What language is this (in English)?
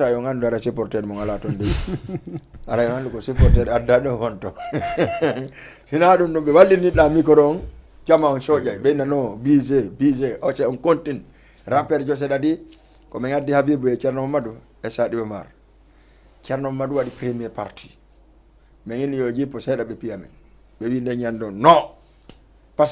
Fula